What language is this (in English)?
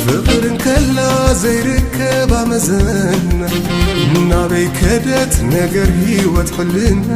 Tigrinya